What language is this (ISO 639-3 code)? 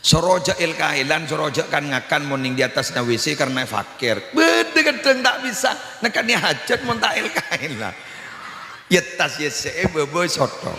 mad